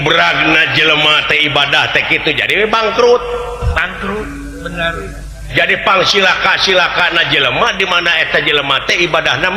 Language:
Sundanese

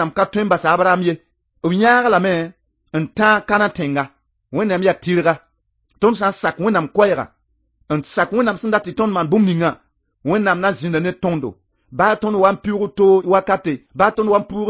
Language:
Mossi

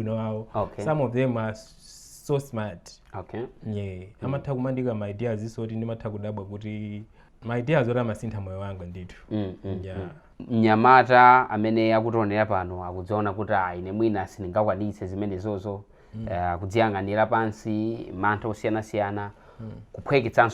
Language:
Nyanja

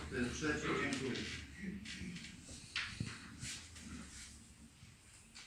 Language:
Polish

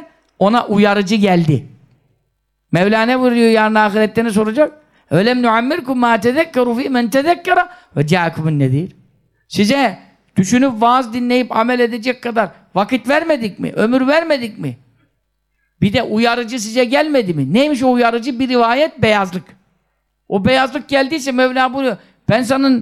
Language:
Turkish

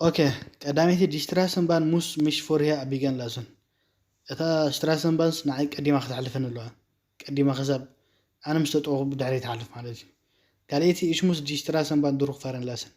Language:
Tigrinya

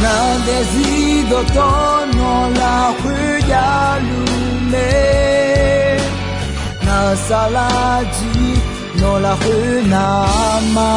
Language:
Akha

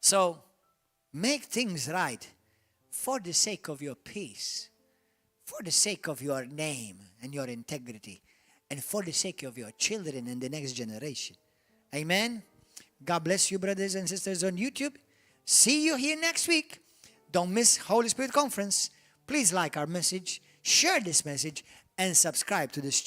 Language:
English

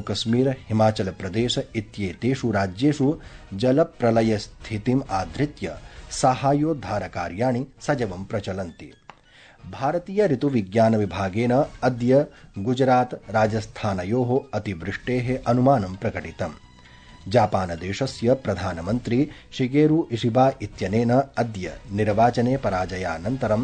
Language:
Sanskrit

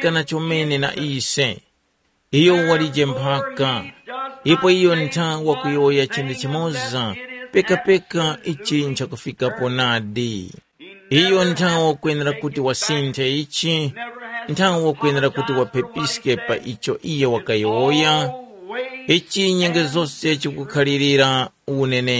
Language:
Tumbuka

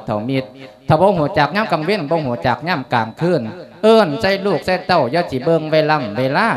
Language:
Lao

